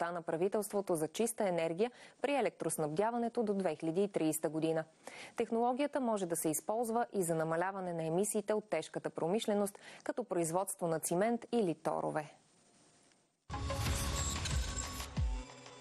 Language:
Bulgarian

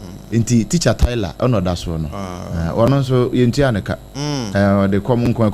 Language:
Akan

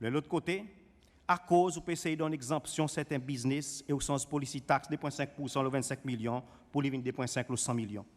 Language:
Seselwa Creole French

